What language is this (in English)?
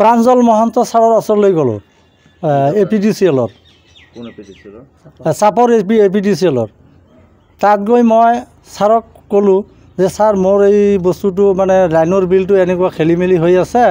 Assamese